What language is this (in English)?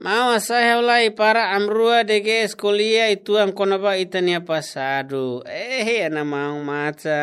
Tetum